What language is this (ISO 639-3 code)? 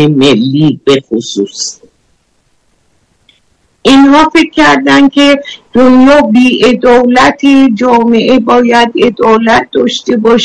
fas